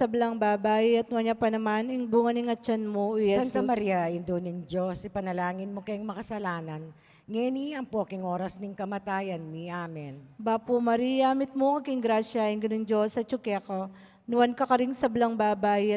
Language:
Pampanga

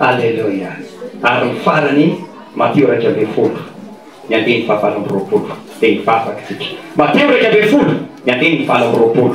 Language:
Malagasy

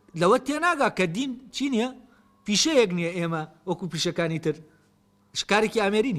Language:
Central Kurdish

